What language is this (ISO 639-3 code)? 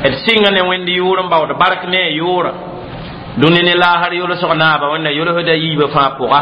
mos